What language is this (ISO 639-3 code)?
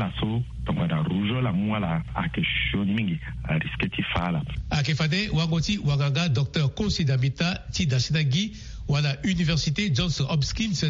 sag